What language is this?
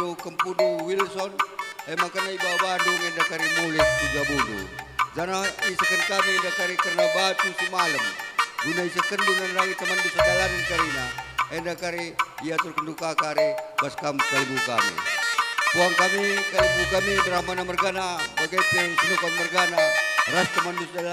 Batak Karo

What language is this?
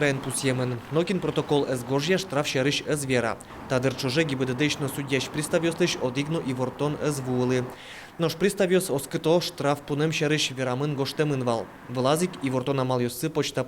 Udmurt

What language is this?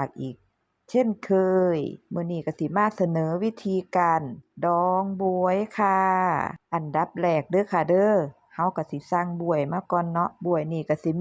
Northeastern Thai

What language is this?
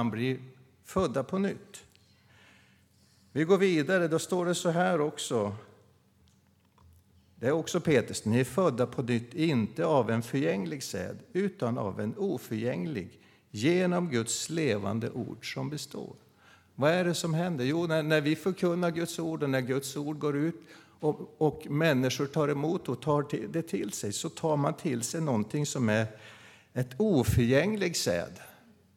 Swedish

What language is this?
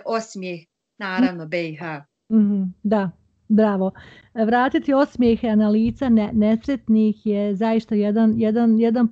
Bosnian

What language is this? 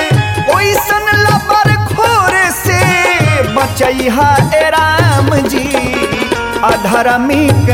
Bhojpuri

